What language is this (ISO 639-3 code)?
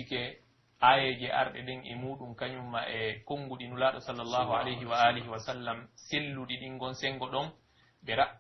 fuf